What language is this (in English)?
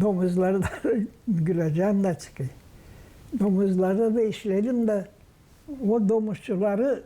Gagauz